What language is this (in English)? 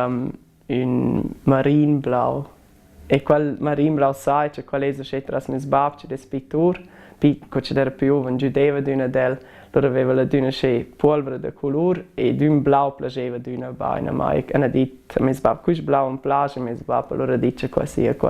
Romansh